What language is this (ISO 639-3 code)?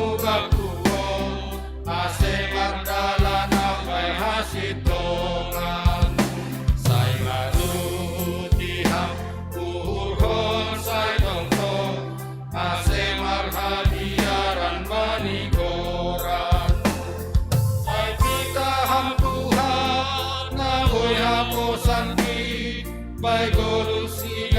bts